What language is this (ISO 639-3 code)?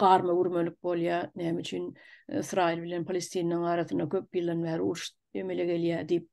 tuk